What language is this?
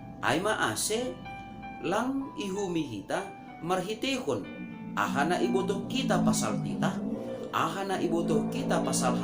Batak Simalungun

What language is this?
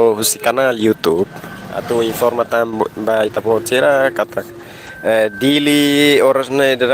Tetum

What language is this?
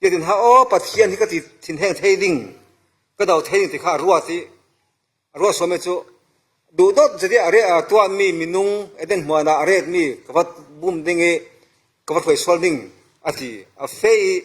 Falam Chin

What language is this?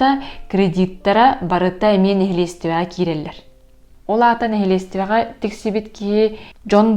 Yakut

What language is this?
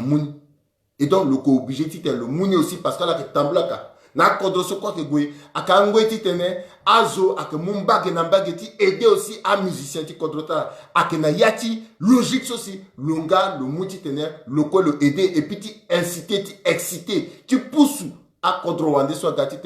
Sango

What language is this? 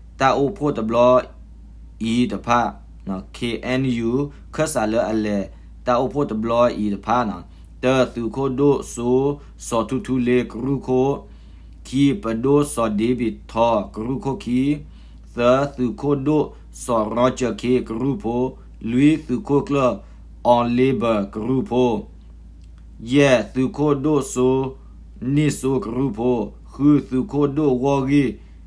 S'gaw Karen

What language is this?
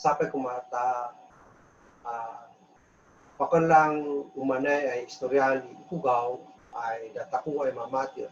Kankanaey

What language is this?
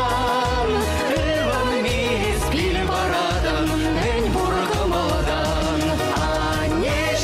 Chuvash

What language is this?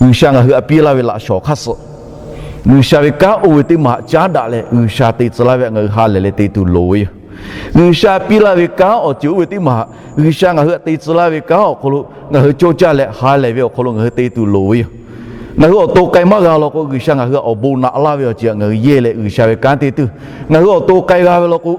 Lahu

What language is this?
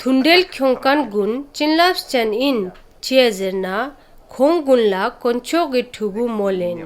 Ladakhi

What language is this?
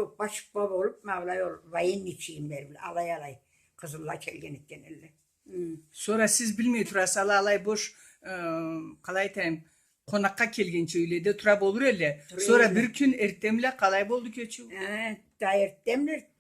Karachay-Balkar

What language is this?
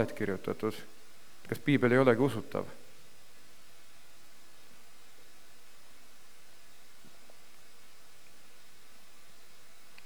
Estonian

